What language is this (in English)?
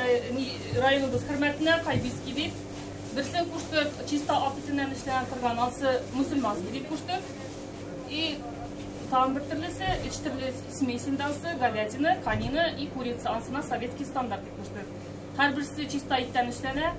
Tatar